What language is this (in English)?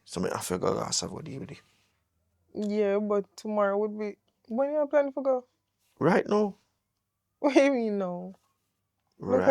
Jamaican Creole English